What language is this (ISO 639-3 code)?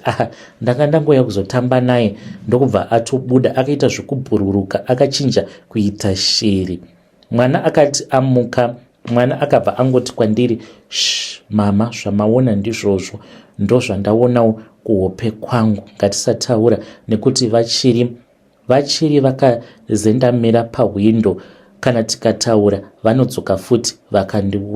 sna